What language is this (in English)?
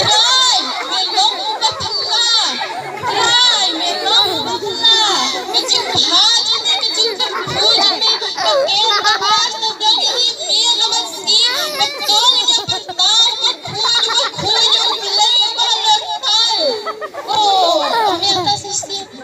Khasi